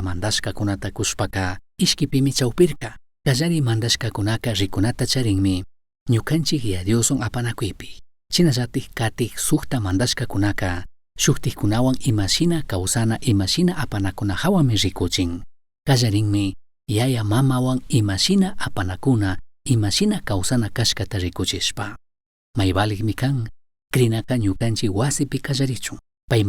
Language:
Chimborazo Highland Quichua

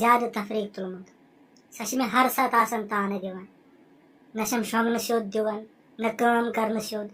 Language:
Kashmiri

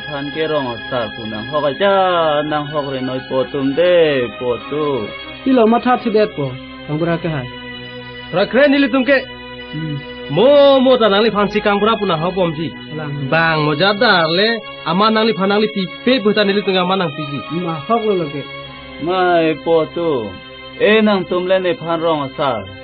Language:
Karbi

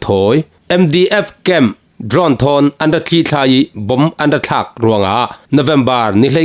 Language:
Falam Chin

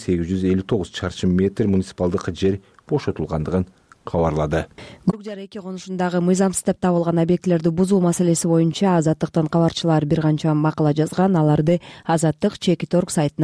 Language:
Kyrgyz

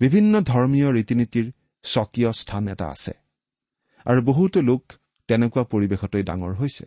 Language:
Assamese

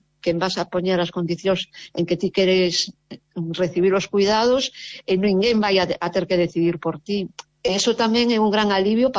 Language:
Galician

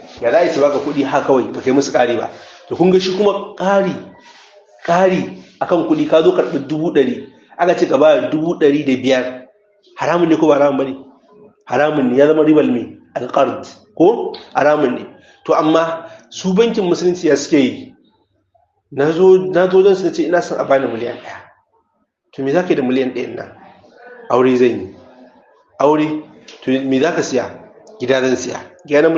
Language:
Hausa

